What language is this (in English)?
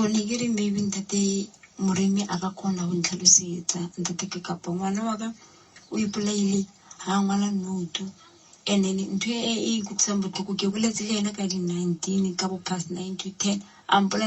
Northern Sotho